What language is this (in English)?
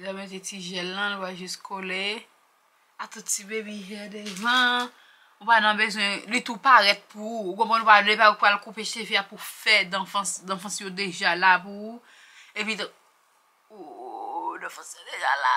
Haitian Creole